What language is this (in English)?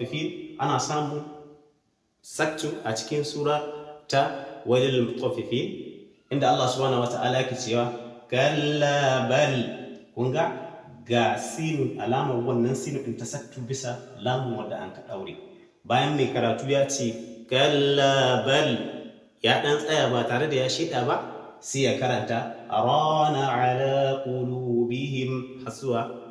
Hausa